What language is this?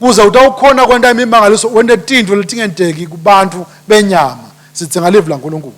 Swati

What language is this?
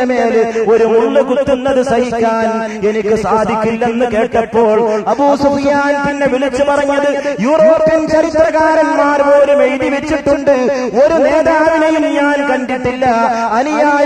Malayalam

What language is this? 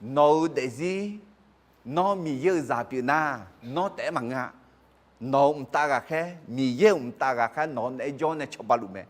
Akha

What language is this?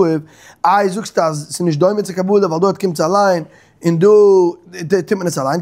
Yiddish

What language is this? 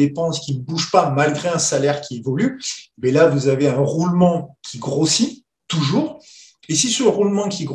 French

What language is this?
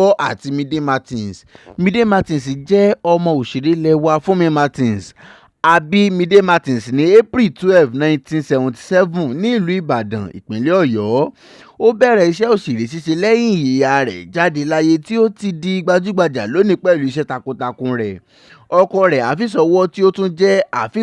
Yoruba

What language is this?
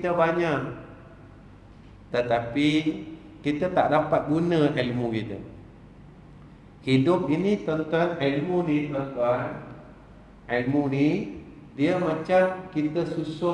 Malay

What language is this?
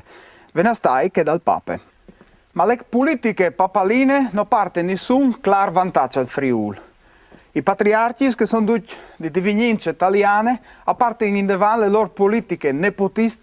Friulian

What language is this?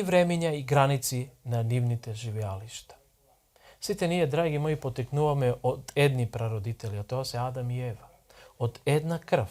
Macedonian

